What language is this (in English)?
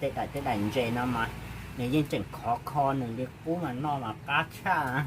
Hmong